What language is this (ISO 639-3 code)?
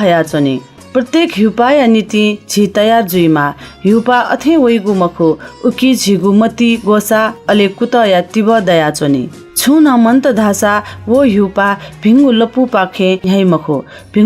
new